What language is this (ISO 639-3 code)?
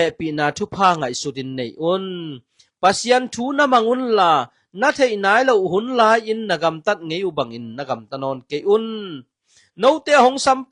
ctd